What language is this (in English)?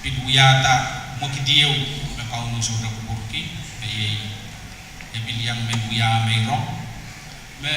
Pohnpeian